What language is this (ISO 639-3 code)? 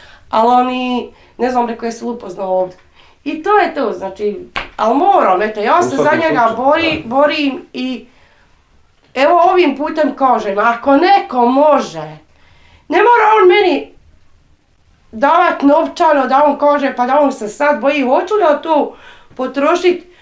bos